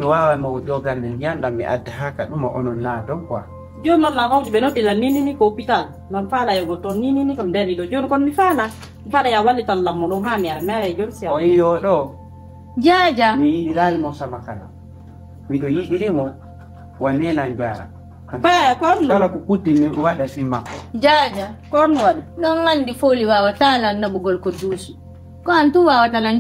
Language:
Fula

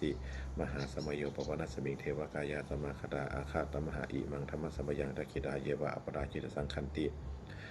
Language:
Pali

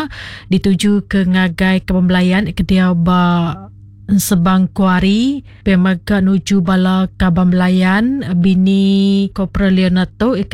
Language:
Iban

